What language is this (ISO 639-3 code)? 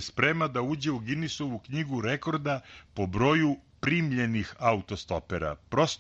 srp